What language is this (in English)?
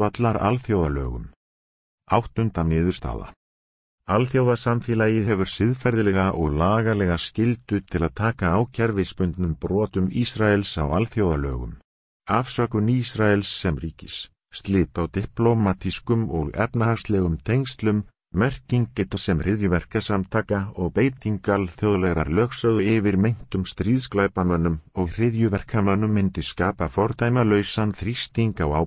Icelandic